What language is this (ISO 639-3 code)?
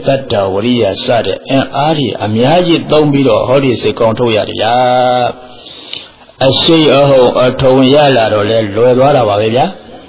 mya